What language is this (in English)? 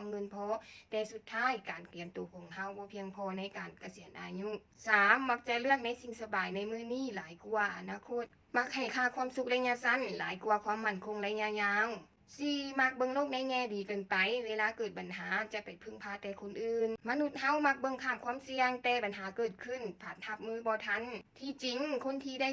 Lao